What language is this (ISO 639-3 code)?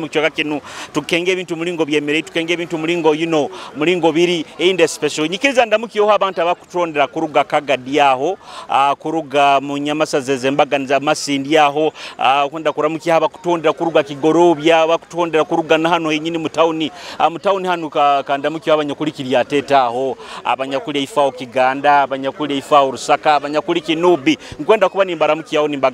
nyo